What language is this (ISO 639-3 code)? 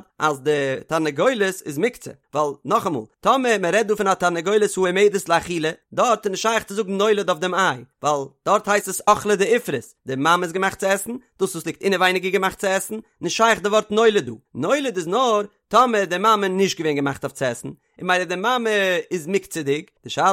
yid